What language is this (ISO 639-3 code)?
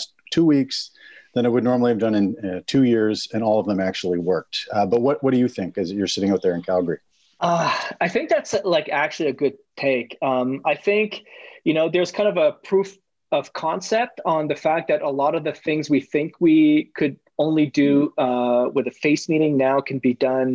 eng